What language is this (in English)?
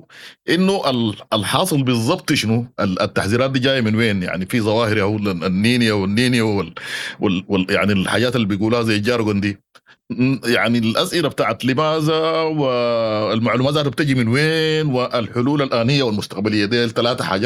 Sudanese Arabic